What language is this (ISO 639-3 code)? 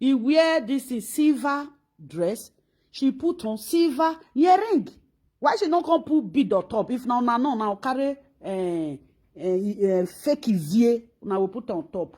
pcm